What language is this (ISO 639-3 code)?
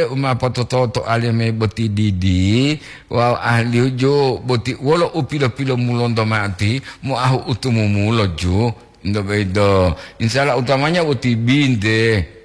gor